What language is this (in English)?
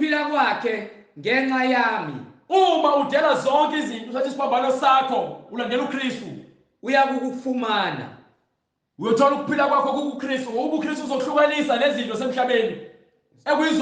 Zulu